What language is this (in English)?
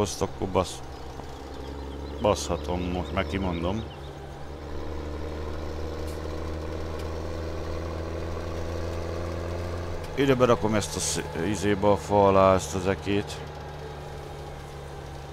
Hungarian